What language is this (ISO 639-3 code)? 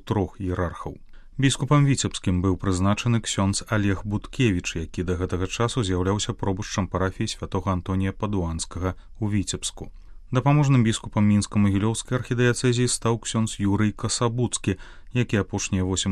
bel